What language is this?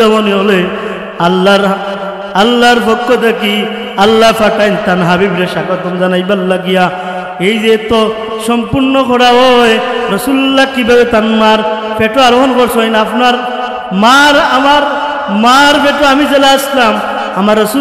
Sylheti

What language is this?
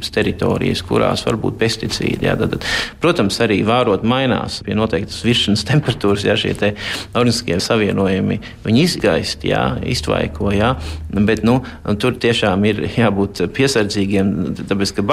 Latvian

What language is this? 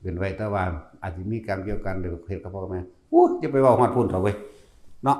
Northeastern Thai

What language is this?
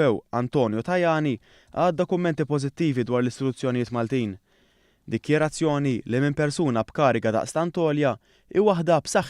Maltese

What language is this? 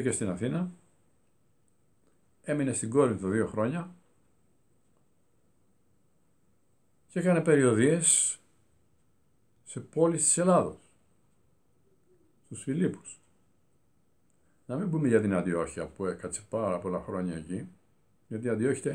Greek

